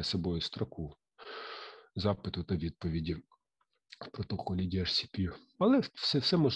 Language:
Ukrainian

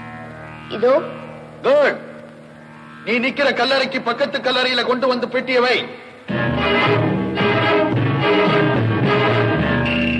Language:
Tamil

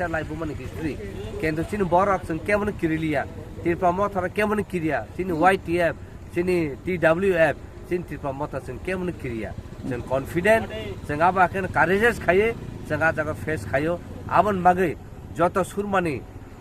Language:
Kok Borok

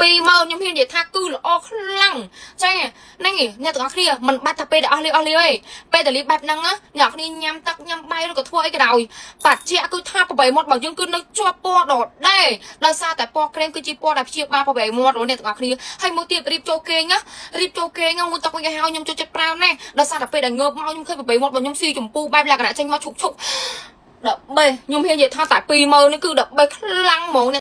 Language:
Khmer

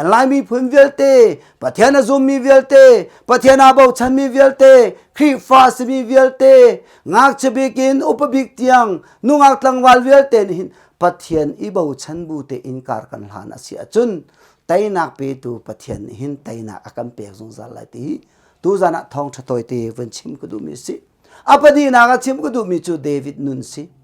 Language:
Hakha Chin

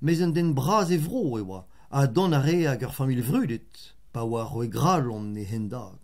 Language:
Breton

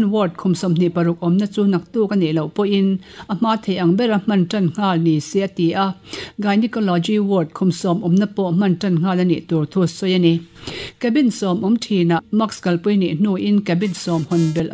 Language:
Mizo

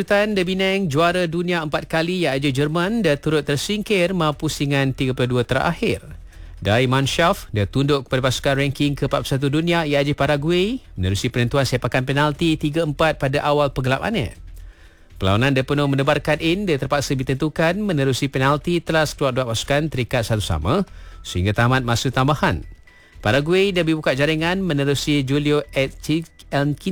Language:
Malay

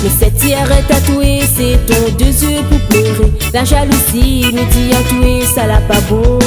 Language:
Réunion Creole French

